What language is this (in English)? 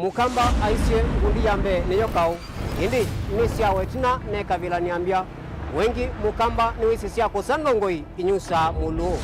Kamba